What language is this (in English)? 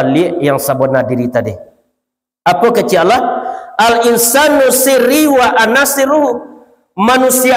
Minangkabau